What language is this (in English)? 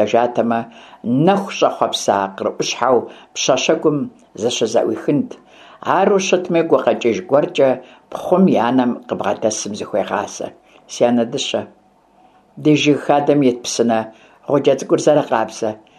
Kabardian